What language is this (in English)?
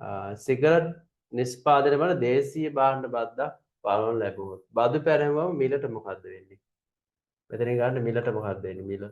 Sinhala